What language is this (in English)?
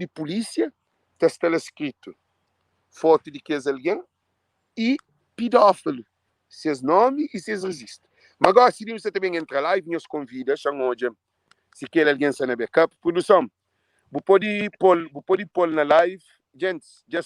Kabuverdianu